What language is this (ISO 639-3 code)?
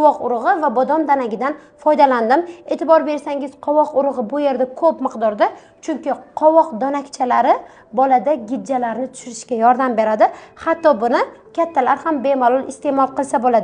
uzb